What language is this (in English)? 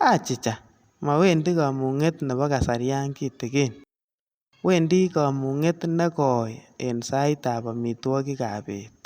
Kalenjin